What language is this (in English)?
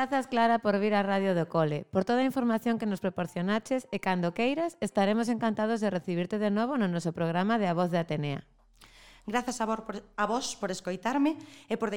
Galician